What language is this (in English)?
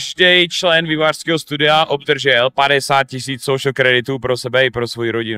Czech